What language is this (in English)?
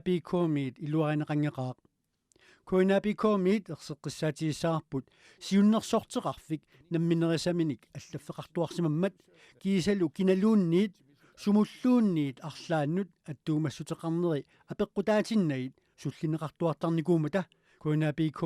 Kalaallisut